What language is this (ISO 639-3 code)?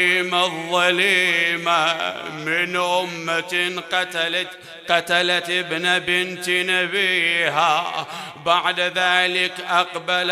acm